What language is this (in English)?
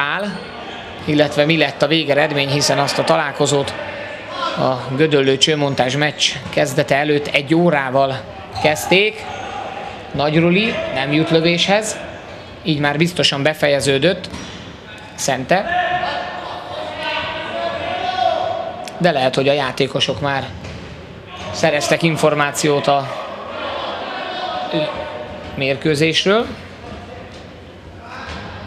Hungarian